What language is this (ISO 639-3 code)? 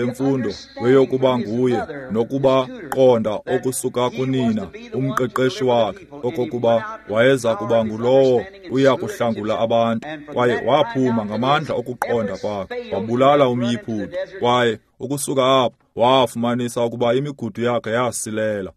xho